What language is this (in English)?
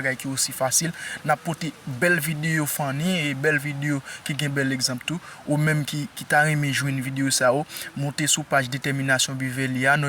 Haitian Creole